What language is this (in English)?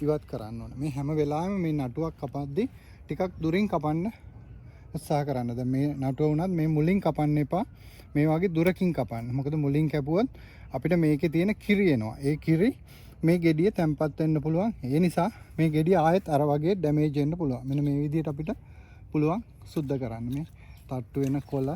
Sinhala